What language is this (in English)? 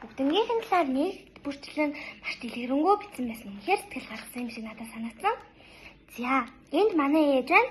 Mongolian